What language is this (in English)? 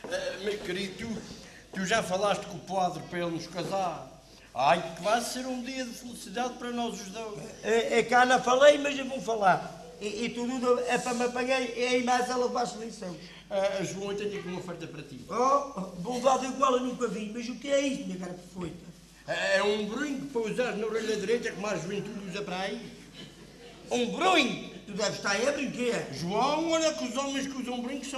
Portuguese